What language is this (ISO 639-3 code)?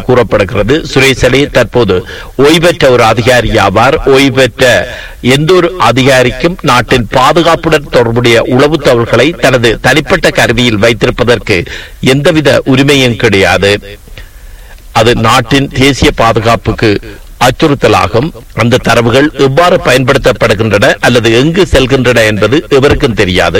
tam